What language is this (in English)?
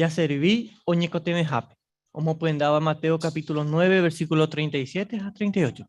Guarani